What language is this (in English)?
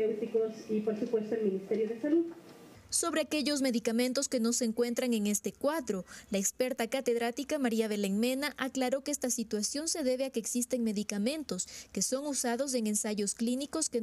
Spanish